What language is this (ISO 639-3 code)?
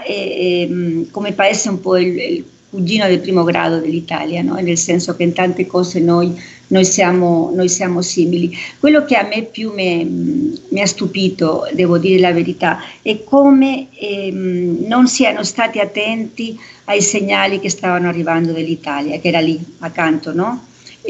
ita